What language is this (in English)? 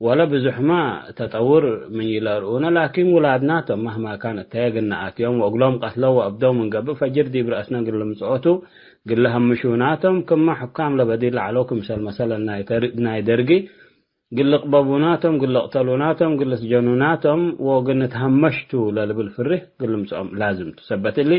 Tigre